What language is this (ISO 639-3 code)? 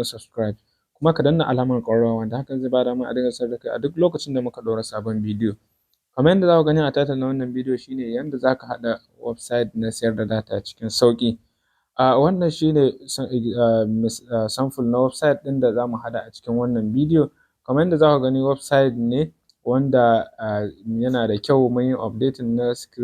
hau